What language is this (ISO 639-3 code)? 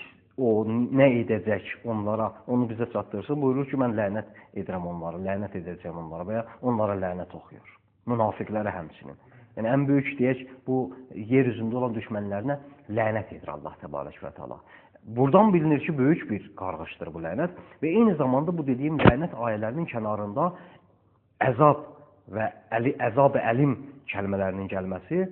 aze